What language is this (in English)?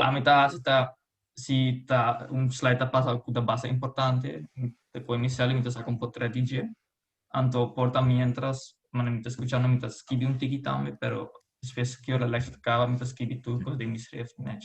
Papiamento